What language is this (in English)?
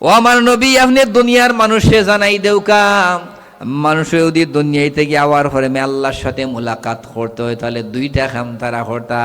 Sylheti